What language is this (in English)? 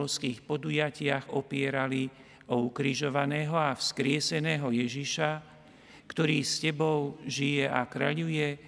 Slovak